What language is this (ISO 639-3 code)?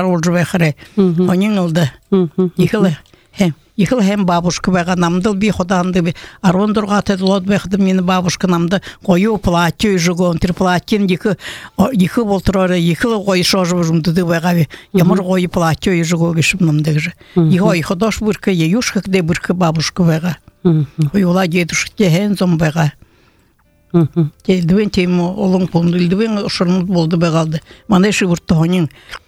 bua